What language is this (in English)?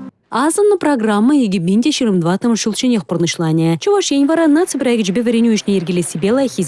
Chuvash